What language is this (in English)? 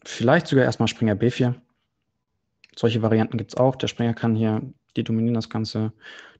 German